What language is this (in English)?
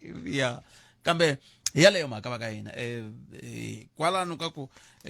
Tsonga